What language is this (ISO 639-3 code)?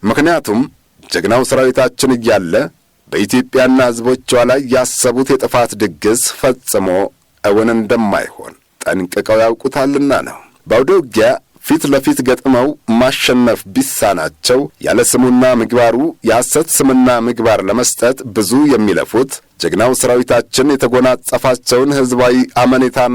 amh